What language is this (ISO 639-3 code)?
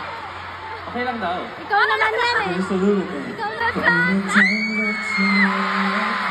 fil